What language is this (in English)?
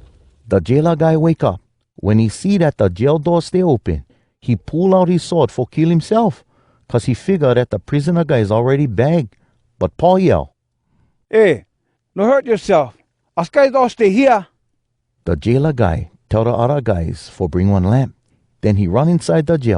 Hawai'i Creole English